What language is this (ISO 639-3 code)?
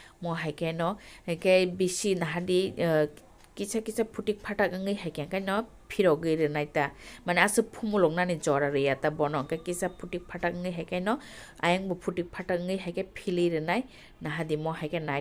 trp